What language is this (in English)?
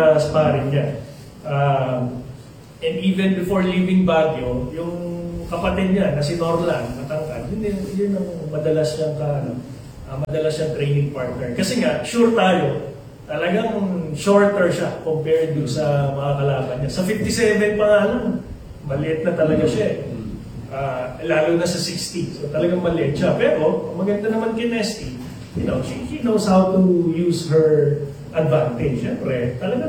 Filipino